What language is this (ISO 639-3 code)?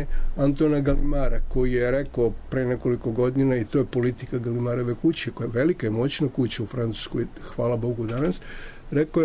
srp